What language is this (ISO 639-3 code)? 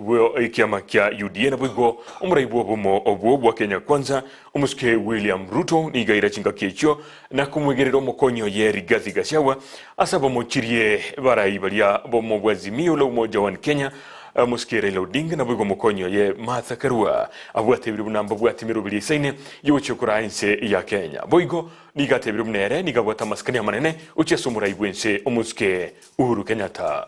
guz